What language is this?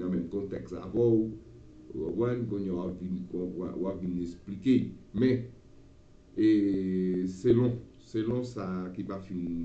Haitian Creole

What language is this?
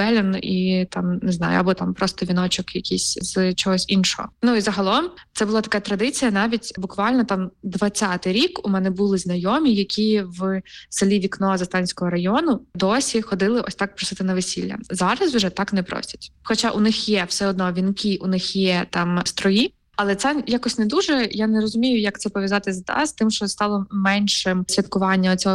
Ukrainian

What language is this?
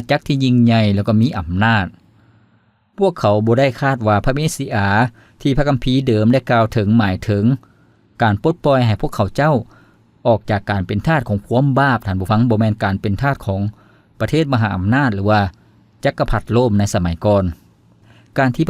Lao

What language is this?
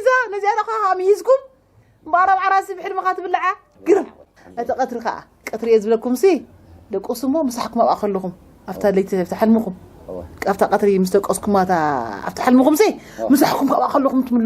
Tigrinya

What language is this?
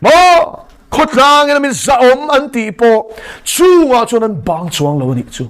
Mizo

